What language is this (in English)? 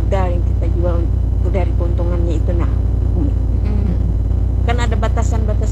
Indonesian